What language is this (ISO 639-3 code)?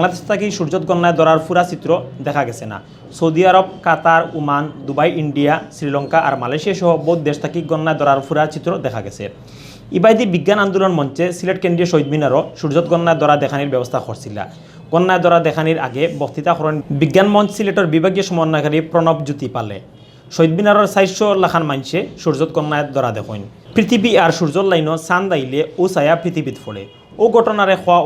syl